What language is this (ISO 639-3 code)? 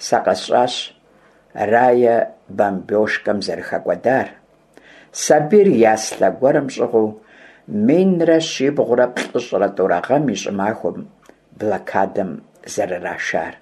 kbd